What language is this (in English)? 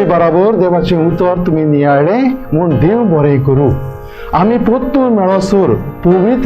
Konkani